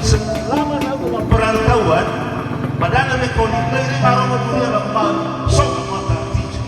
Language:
Nias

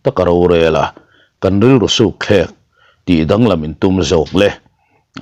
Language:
Mizo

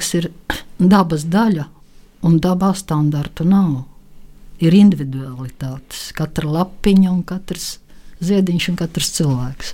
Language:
Latvian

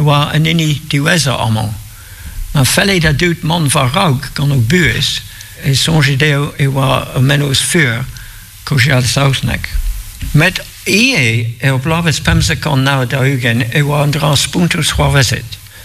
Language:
Breton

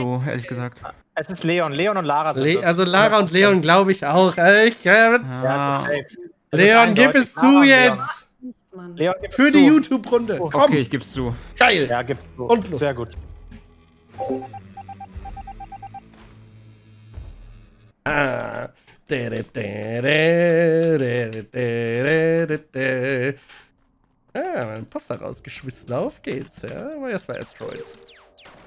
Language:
German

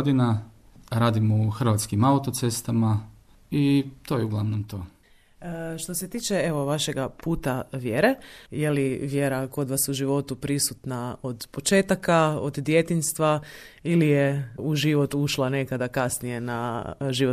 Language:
Croatian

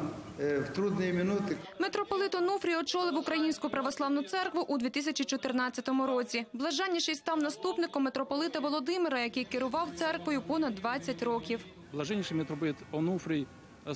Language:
Ukrainian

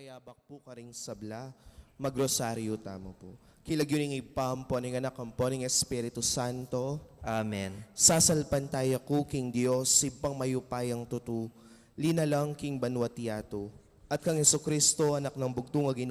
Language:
Pampanga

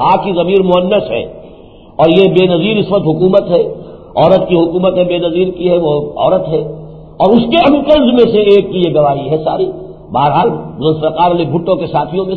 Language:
Urdu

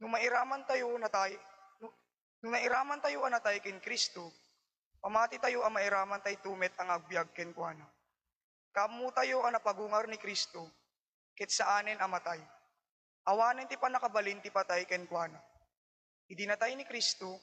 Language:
Iloko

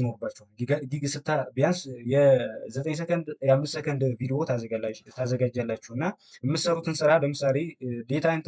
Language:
Amharic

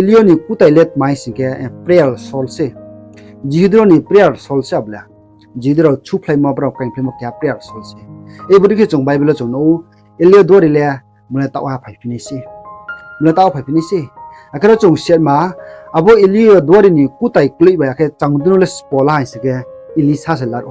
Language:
Riang (India)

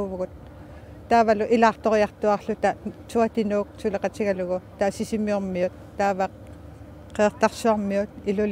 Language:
Kalaallisut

